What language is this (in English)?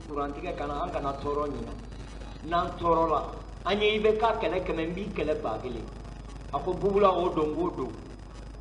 Bambara